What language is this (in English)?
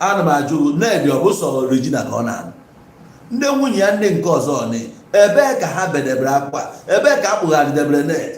Igbo